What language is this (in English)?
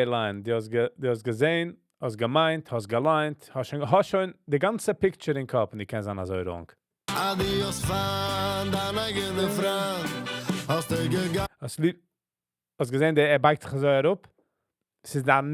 Yiddish